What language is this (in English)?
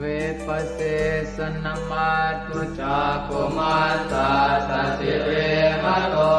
Pali